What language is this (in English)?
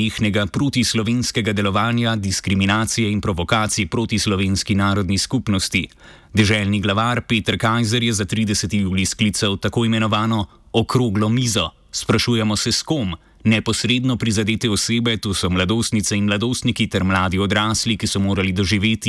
Slovenian